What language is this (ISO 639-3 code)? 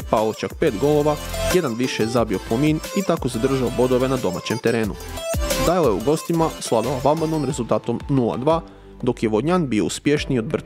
hrv